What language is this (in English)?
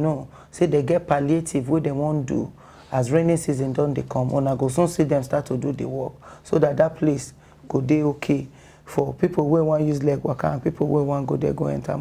Nigerian Pidgin